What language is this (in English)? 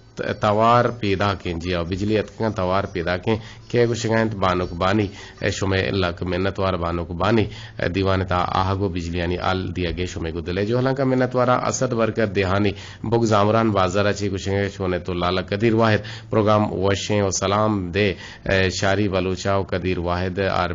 Eastern Balochi